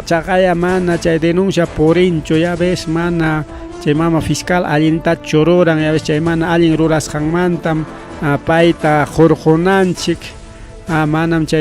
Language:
Ayacucho Quechua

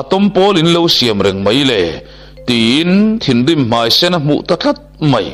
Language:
Mizo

